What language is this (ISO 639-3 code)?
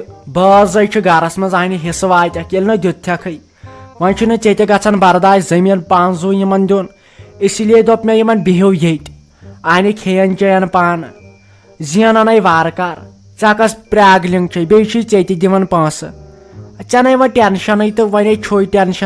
kas